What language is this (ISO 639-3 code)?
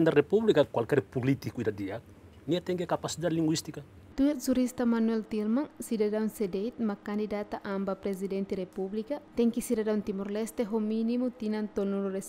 tet